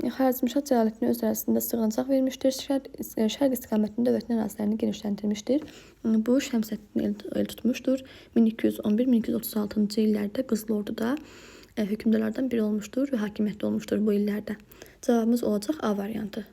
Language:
Azerbaijani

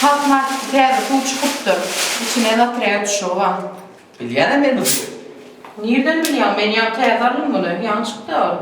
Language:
Turkmen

